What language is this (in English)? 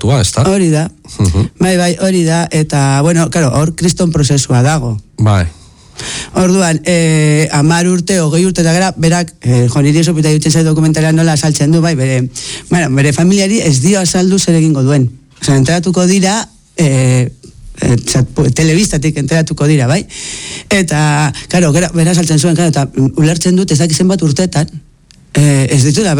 Basque